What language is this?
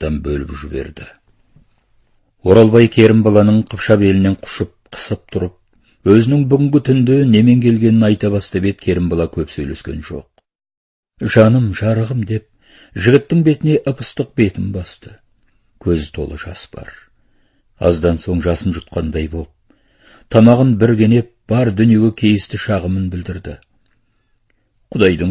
Kazakh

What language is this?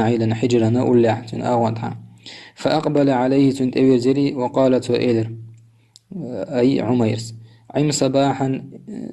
Chechen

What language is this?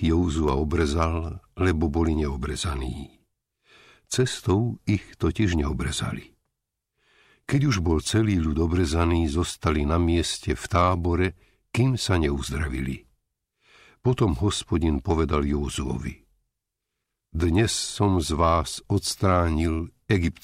Slovak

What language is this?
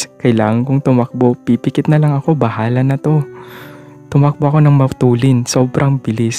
Filipino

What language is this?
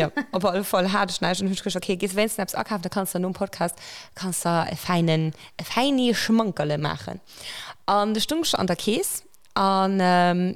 Luxembourgish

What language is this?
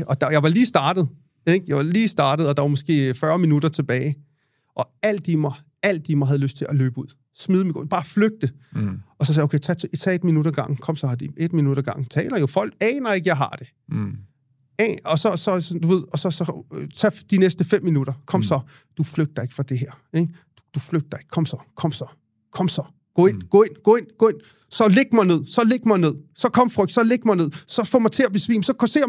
Danish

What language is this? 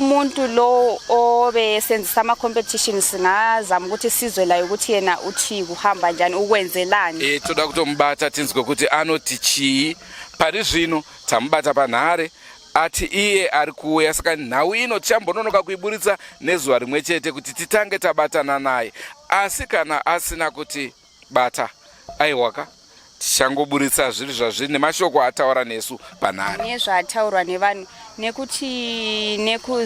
Shona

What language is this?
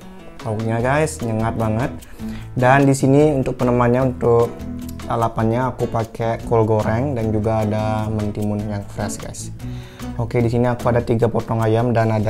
Indonesian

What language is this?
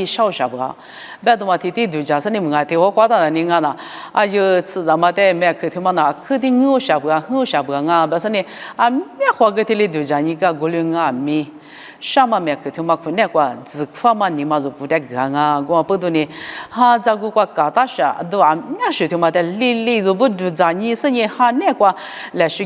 Lisu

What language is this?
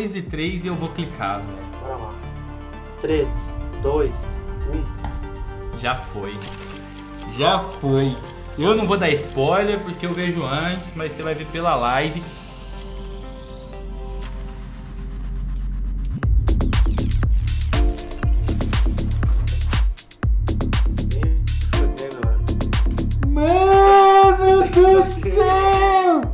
Portuguese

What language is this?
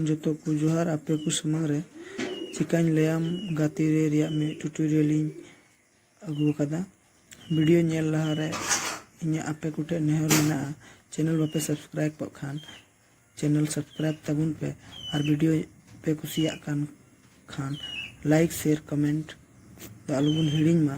Santali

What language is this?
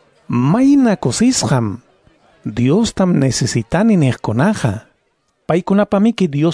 Ayacucho Quechua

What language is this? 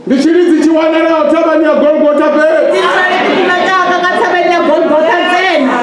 Venda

